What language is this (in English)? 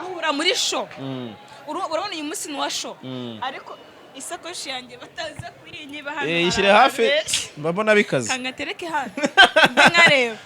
Kinyarwanda